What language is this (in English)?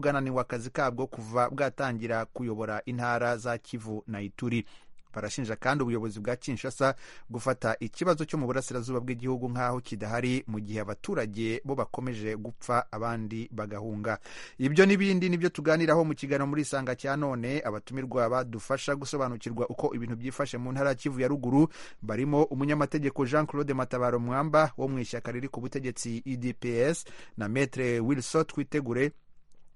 Kinyarwanda